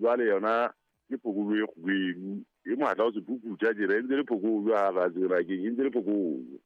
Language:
Southern Sotho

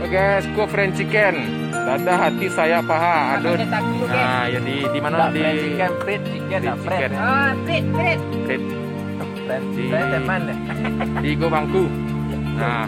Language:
Minangkabau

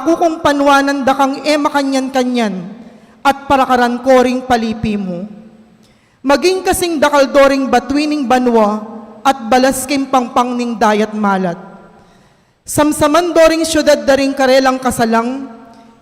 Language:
Pampanga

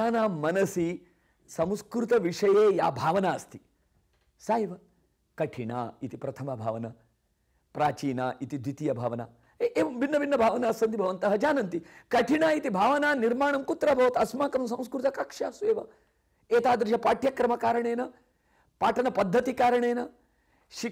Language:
Sanskrit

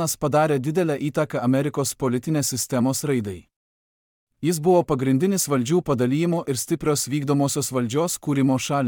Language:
Lithuanian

